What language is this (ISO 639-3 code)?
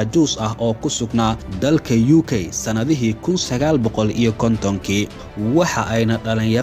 som